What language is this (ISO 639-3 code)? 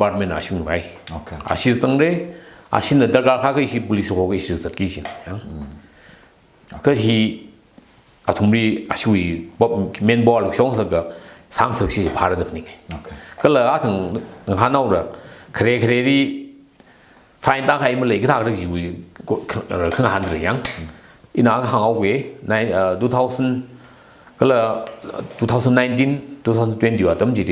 nmf